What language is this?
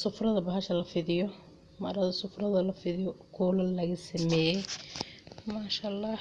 Somali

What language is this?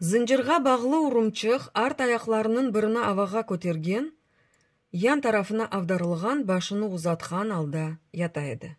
Crimean Tatar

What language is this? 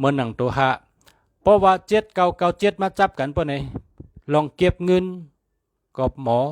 Shan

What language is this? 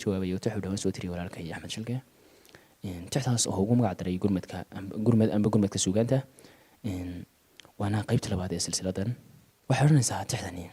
Somali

